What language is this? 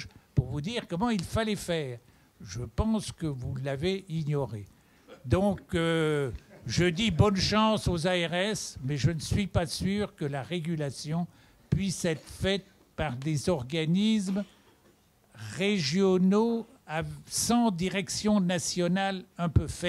French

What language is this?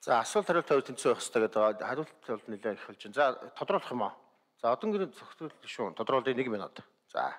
Mongolian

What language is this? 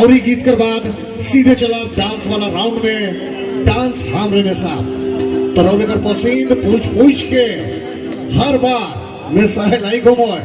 Sadri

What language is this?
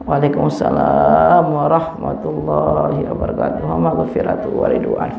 Sasak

